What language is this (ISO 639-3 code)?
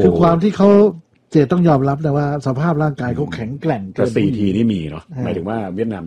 tha